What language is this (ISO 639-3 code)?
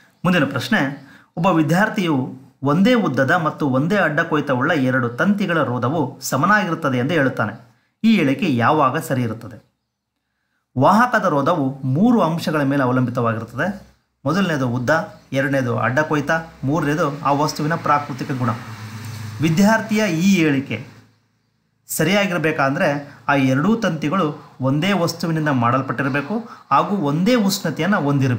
kan